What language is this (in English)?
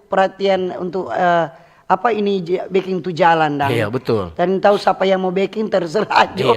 Manado Malay